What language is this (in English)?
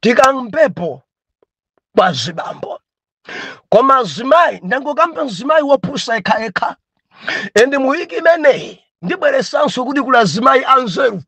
Nyanja